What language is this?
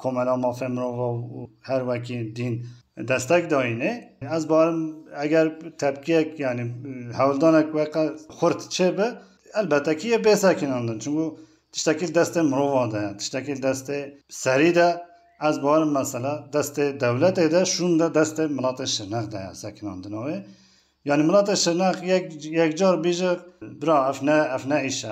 Kurdish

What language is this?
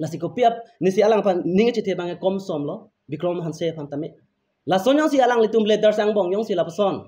Karbi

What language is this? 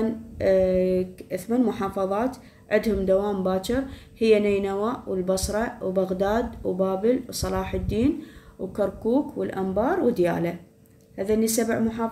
Mesopotamian Arabic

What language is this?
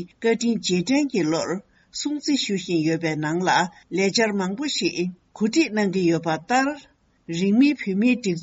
Tibetan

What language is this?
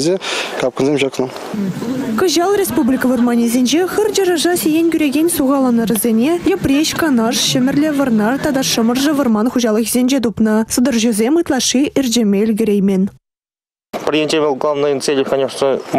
Chuvash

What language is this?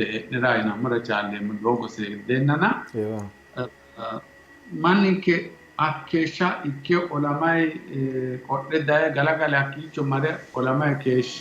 Sidamo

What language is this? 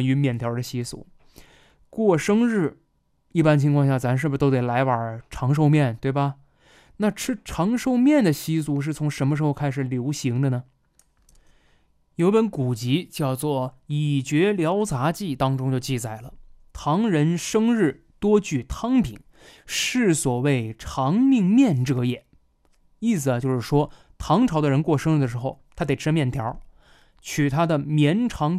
Chinese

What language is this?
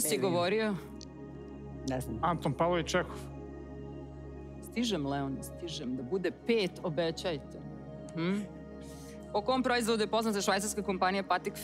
Serbian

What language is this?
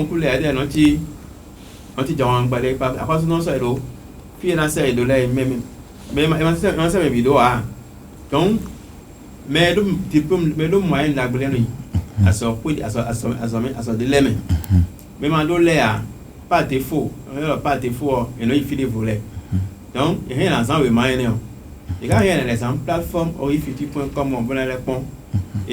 Fon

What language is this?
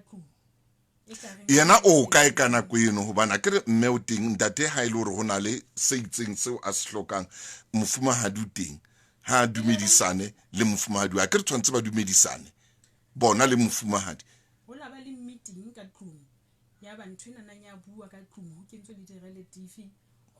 Southern Sotho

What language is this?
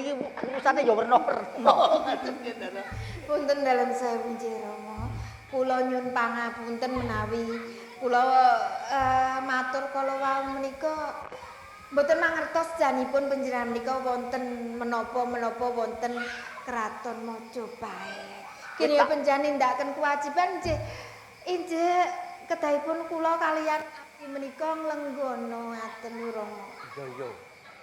Javanese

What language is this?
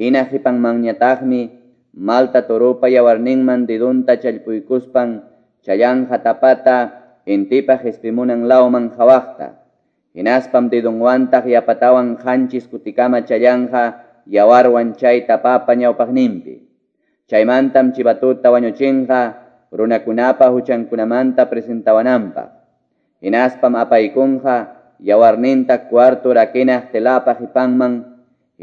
Quechua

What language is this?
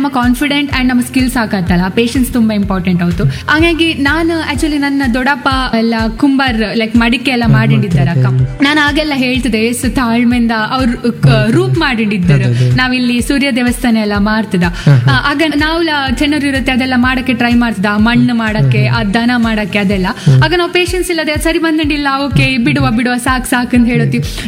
Kannada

